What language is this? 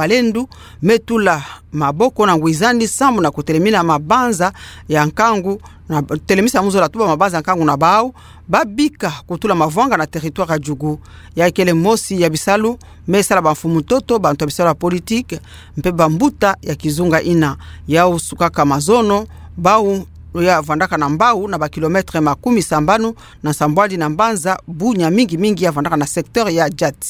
Kituba (Democratic Republic of Congo)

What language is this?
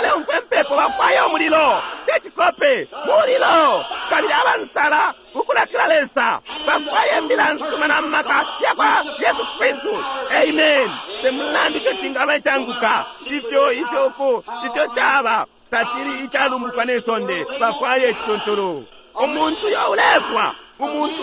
Bemba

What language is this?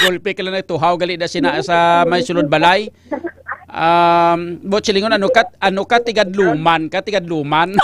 Hiligaynon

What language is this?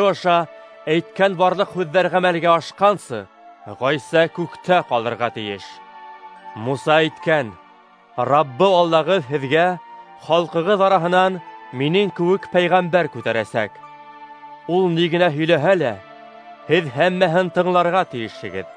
Bashkir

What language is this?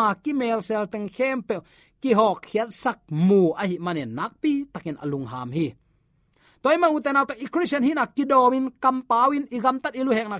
Tedim Chin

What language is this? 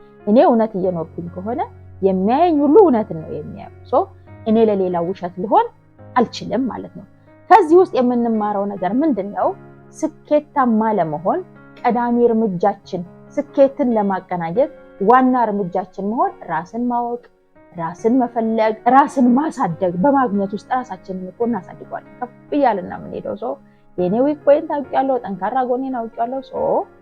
Amharic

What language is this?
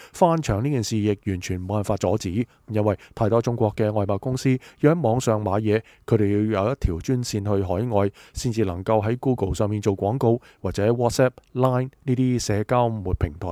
Cantonese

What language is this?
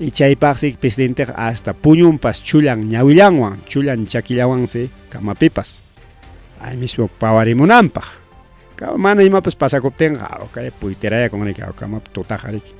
Ayacucho Quechua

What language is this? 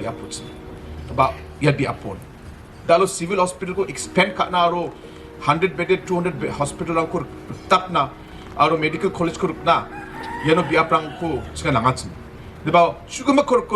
Garo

